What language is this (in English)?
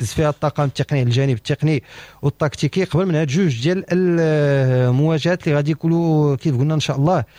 Moroccan Arabic